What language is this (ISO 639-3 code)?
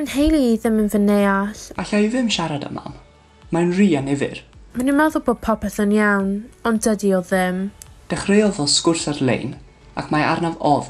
cym